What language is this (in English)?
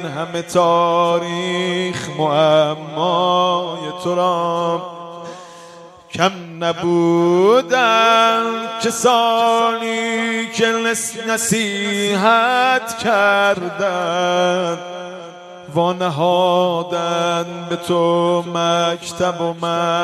Persian